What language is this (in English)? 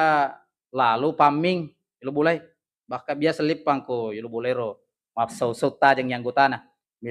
Buginese